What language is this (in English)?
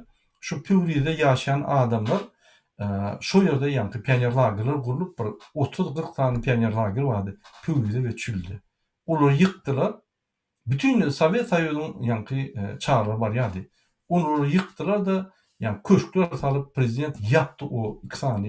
Turkmen